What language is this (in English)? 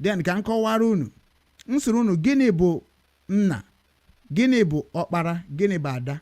Igbo